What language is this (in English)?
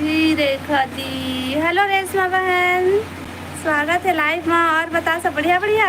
Chhattisgarhi